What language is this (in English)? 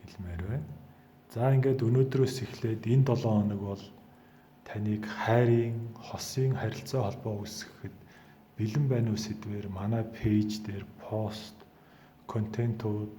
Mongolian